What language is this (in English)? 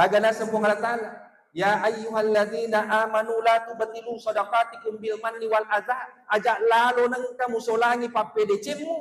Buginese